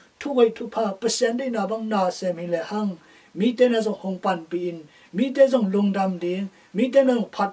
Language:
Tedim Chin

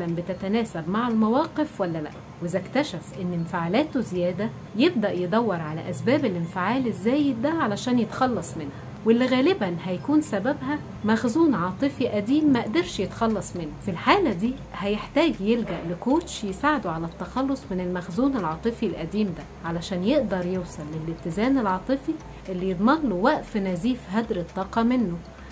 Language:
Egyptian Arabic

